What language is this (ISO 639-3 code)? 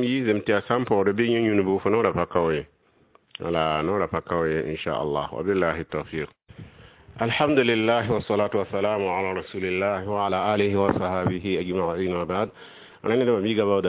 mos